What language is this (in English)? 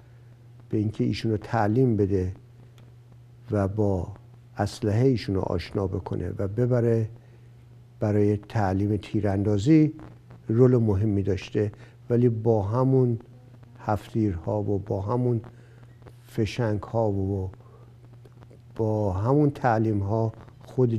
Persian